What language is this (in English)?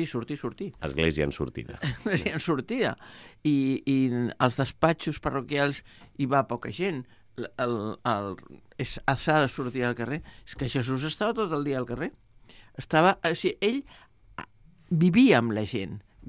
Catalan